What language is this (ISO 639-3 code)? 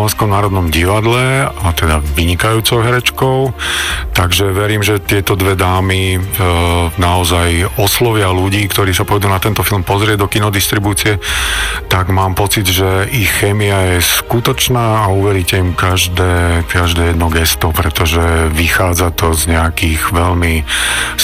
slk